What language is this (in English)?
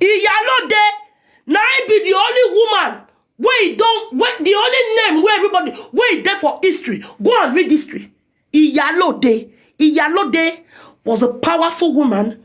Nigerian Pidgin